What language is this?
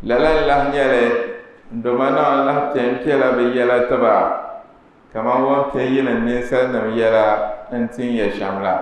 Dagbani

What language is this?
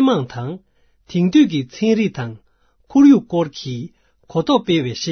Tibetan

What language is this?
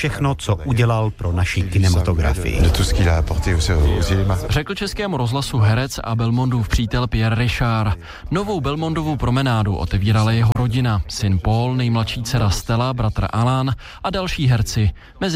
Czech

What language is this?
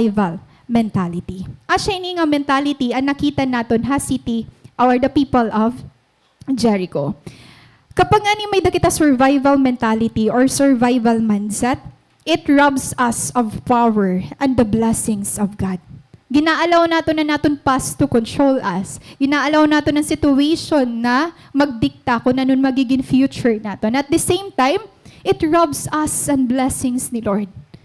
Waray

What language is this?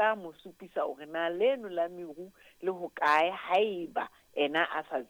Southern Sotho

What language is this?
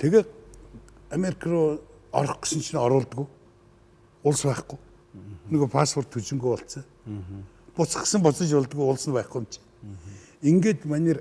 Mongolian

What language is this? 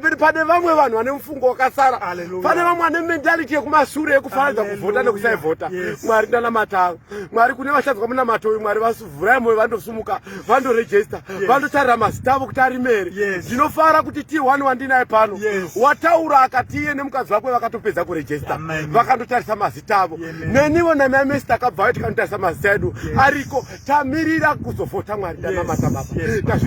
Shona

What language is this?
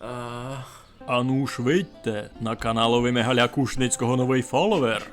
Rusyn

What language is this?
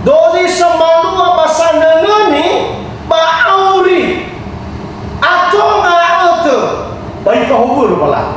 Nias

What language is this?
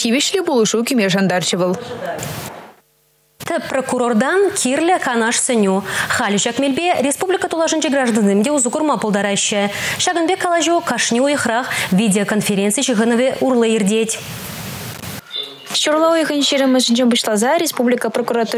Chuvash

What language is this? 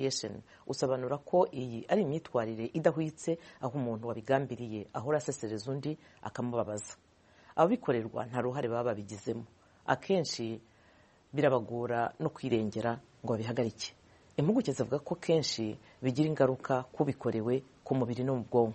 Kinyarwanda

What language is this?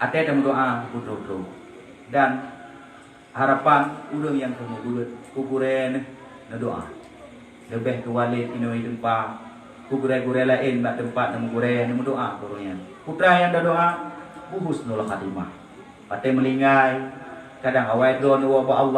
Achinese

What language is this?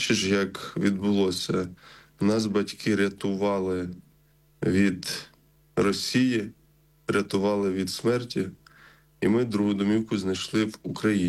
Ukrainian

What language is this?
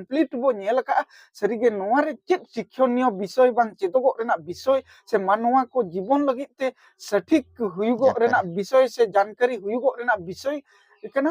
Santali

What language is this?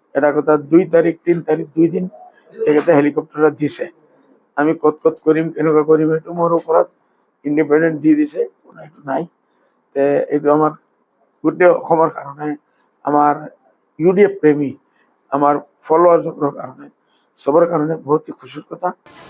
Assamese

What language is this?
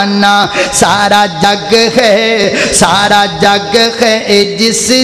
Urdu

